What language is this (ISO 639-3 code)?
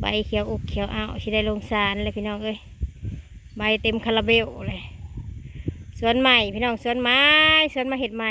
lao